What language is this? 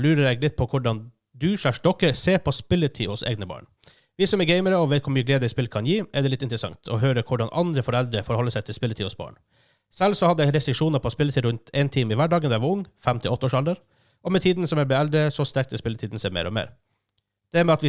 Norwegian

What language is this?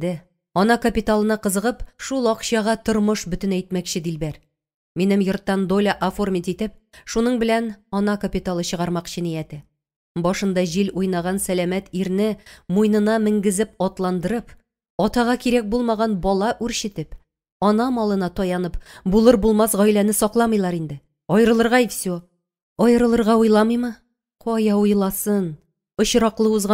Tatar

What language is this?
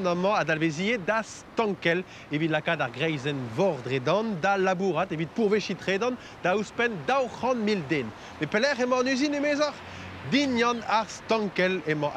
Breton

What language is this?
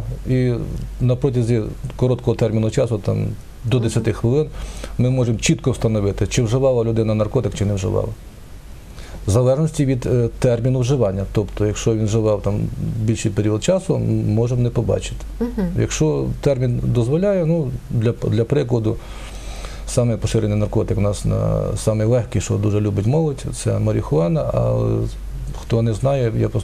Ukrainian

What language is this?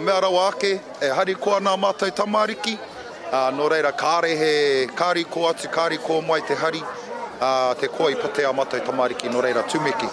Māori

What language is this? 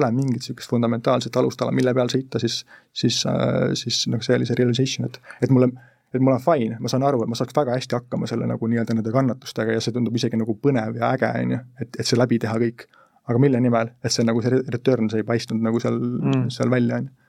Estonian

